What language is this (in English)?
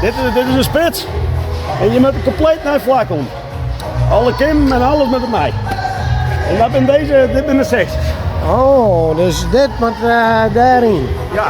Western Frisian